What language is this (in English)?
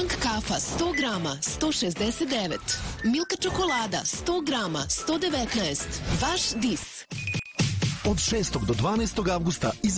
Serbian